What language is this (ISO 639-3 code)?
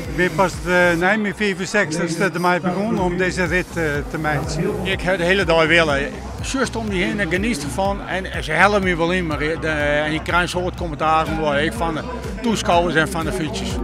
fry